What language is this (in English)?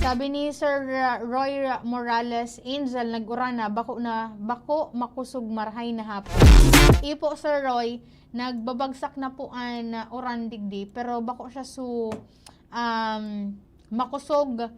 Bikol